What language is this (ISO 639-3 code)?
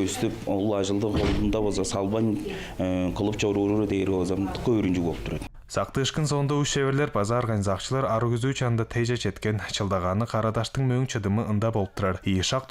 tyv